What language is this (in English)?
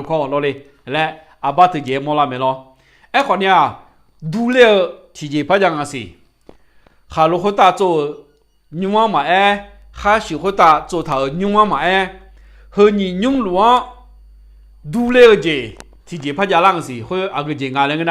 Akha